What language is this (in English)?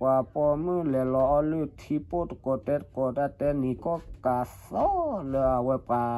S'gaw Karen